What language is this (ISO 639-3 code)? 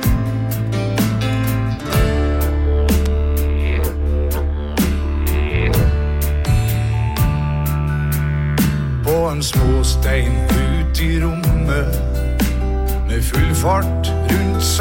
nor